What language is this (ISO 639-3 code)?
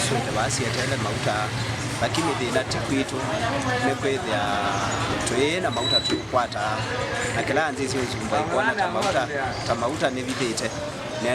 kam